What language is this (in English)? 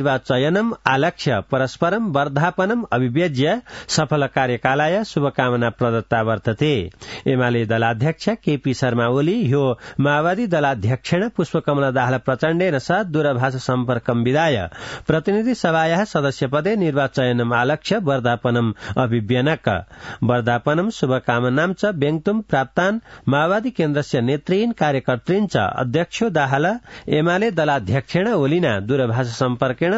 Sanskrit